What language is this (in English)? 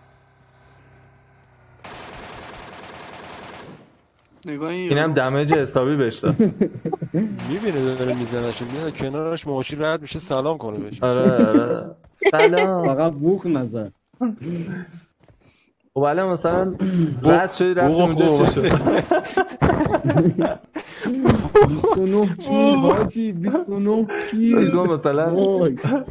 Persian